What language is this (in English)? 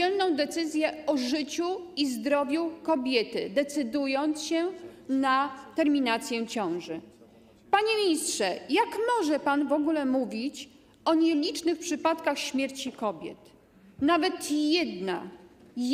Polish